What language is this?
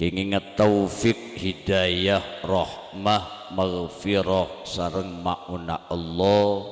Madurese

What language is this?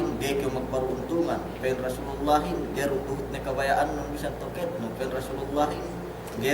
Yakan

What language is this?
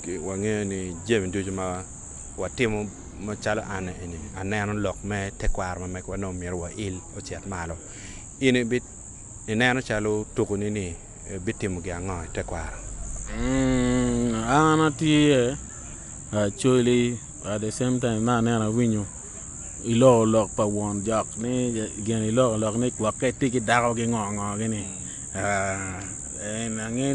Acoli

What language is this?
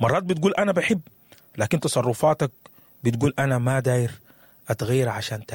Sudanese Arabic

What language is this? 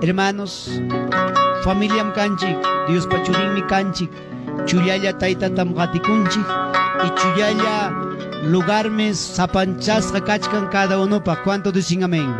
Ayacucho Quechua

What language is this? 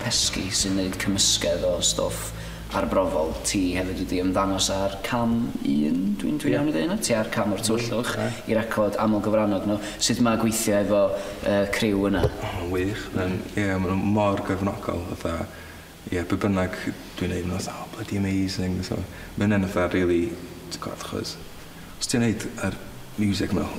Welsh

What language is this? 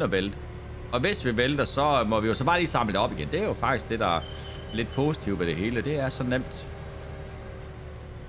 Danish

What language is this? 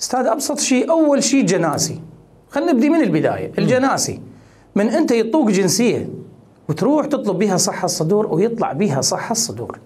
Mesopotamian Arabic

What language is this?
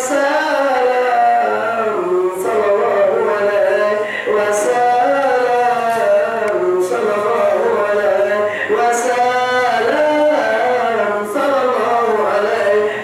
Minangkabau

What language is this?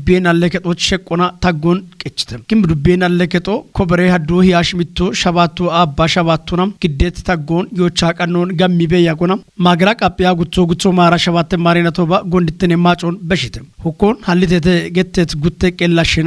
Kafa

